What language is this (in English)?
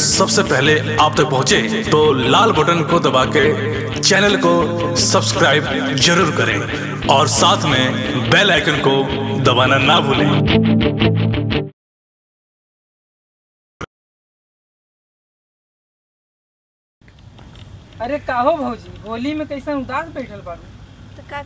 Bhojpuri